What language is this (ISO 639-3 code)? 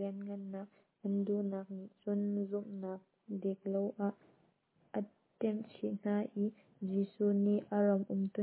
cnh